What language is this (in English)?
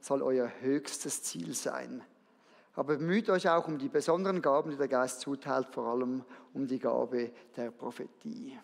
Swiss German